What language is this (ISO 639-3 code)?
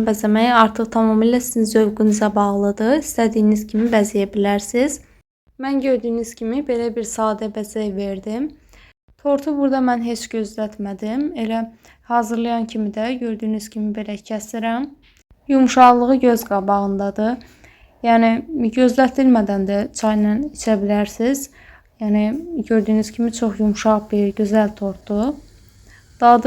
aze